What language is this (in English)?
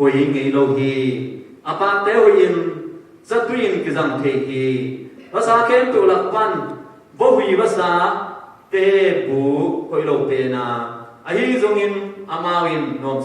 Tedim Chin